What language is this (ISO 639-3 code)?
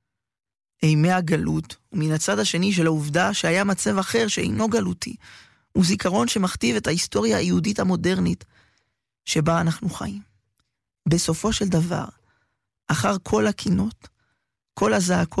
heb